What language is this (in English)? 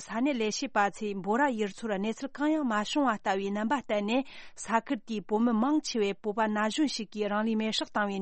Tibetan